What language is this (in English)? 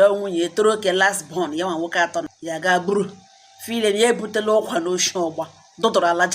Igbo